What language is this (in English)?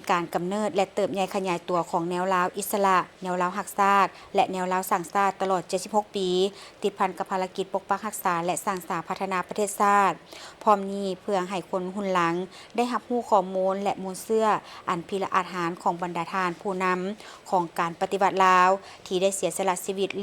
Lao